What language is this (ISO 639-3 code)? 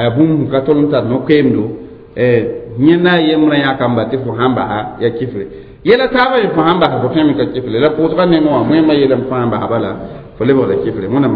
mos